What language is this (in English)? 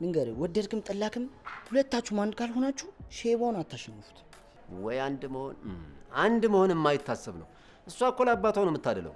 Amharic